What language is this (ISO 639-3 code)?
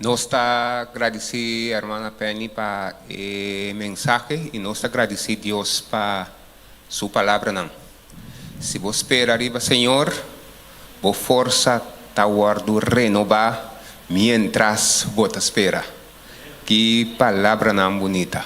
pap